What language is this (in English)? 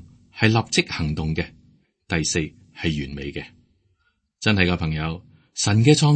Cantonese